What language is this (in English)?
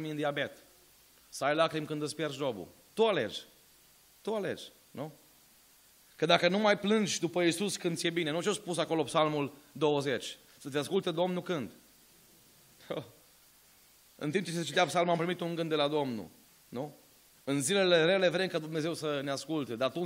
Romanian